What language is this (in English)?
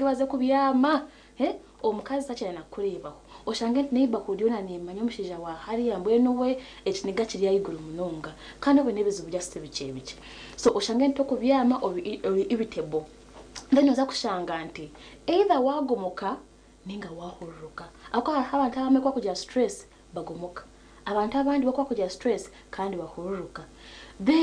Nyankole